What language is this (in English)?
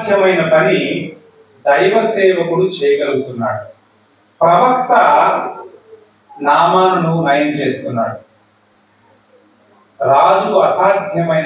Telugu